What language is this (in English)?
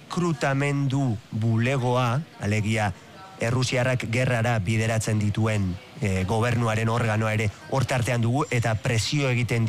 Basque